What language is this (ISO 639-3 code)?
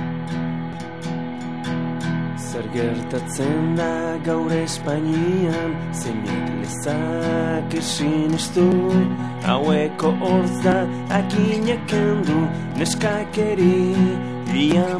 eus